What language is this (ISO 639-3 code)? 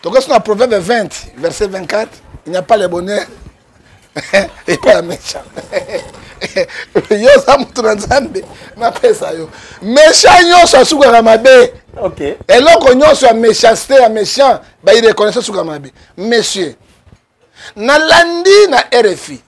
lin